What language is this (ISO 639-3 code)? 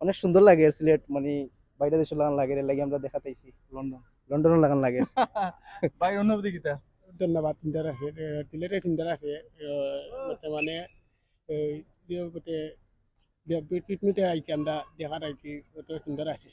syl